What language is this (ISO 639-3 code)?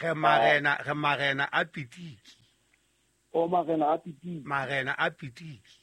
sot